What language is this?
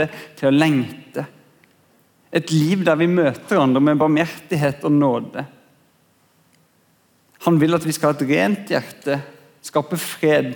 Norwegian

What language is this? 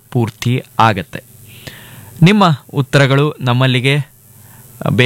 Kannada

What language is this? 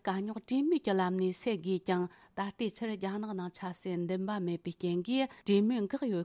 Tibetan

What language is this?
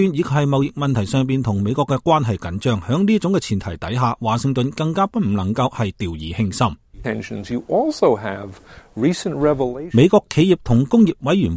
Cantonese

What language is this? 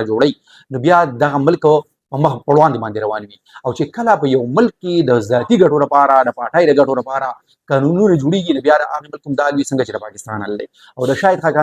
Pashto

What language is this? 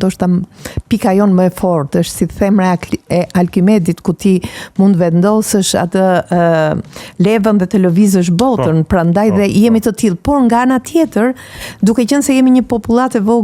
Albanian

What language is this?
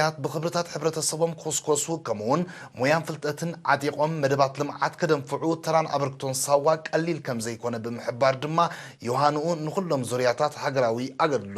Tigrinya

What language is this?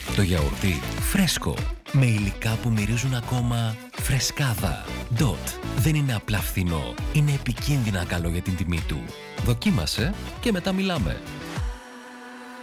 Greek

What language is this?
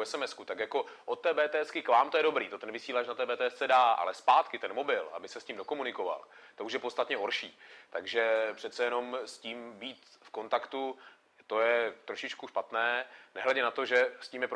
Czech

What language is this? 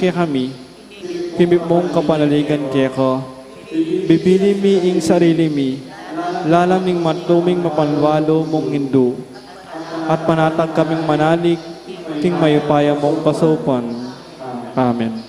Pampanga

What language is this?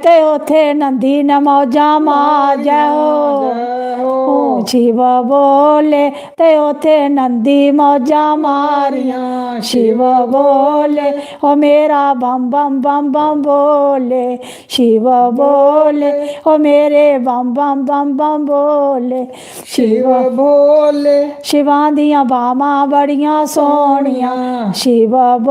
Dogri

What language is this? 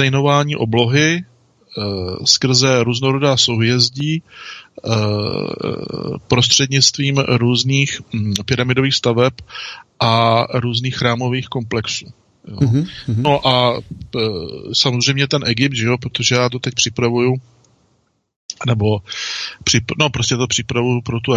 Czech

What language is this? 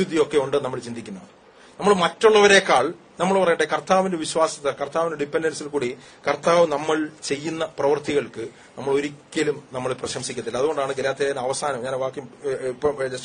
Malayalam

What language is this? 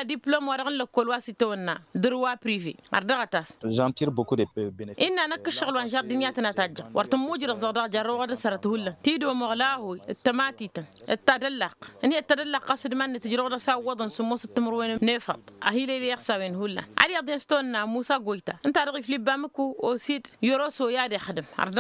Tamasheq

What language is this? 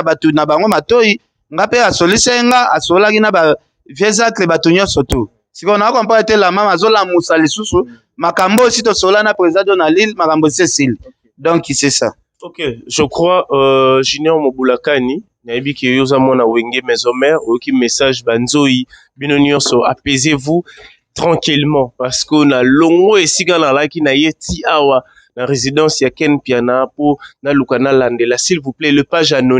Lingala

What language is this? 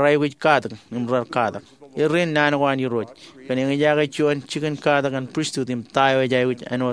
Marshallese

